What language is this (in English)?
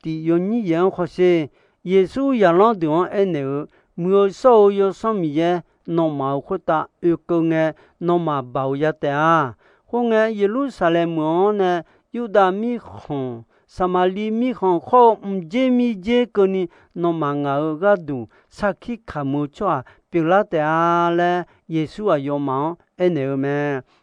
Akha